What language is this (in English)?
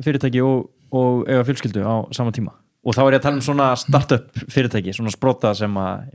Icelandic